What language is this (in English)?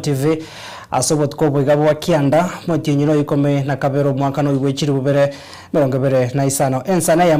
Gusii